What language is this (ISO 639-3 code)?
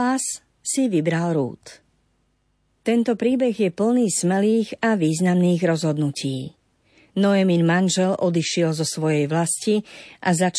slk